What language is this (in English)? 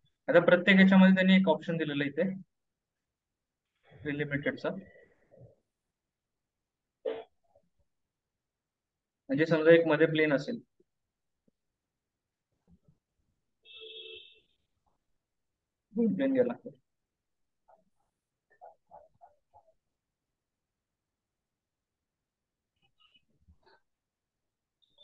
Marathi